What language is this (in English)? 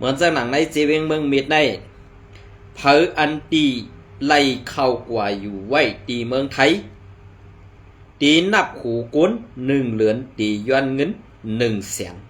Shan